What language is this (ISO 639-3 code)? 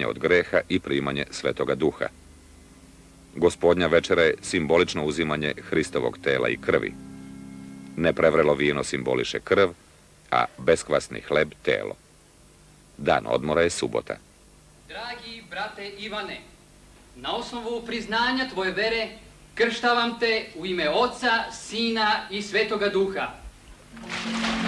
srp